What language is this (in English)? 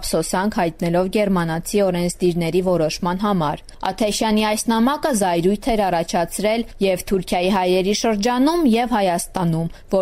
Armenian